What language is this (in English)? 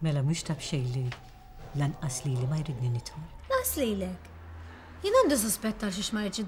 Maltese